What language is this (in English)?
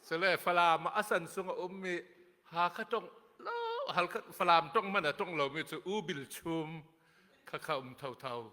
Hakha Chin